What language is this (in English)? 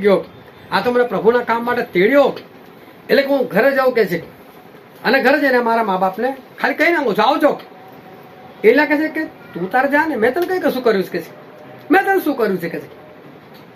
Gujarati